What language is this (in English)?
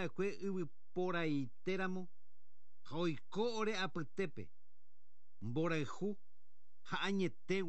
Guarani